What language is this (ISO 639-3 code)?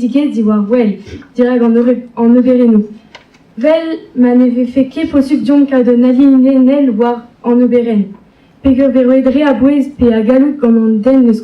bre